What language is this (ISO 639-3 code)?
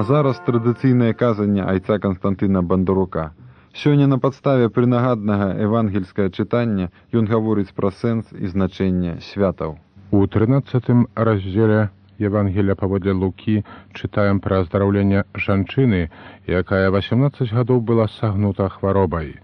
bel